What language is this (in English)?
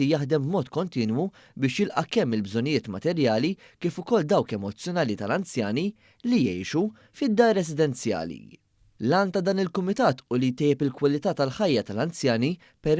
Maltese